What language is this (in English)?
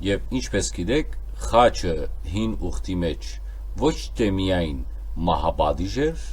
Western Armenian